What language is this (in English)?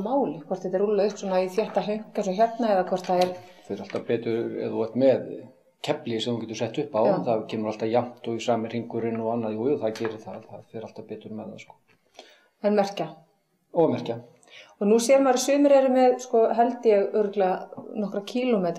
Icelandic